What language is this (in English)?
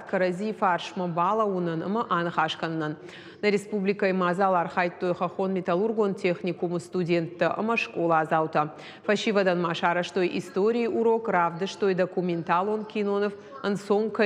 Ossetic